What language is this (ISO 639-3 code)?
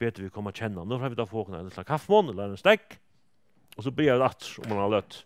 fao